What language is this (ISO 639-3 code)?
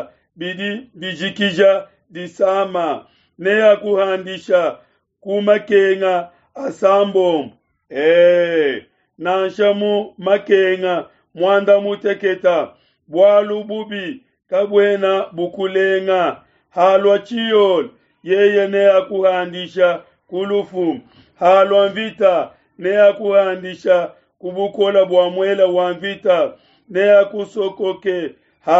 lua